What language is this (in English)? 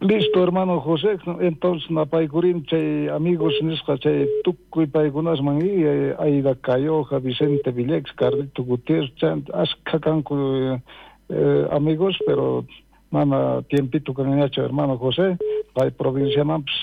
South Bolivian Quechua